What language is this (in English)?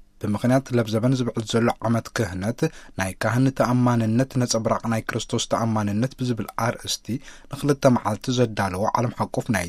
Tigrinya